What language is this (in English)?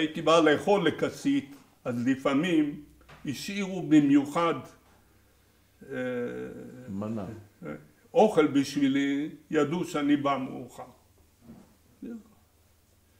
Hebrew